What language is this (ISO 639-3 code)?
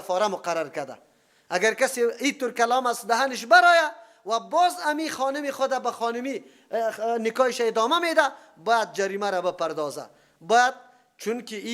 fas